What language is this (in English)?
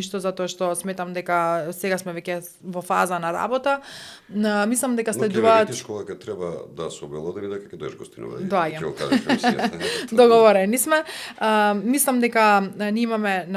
Macedonian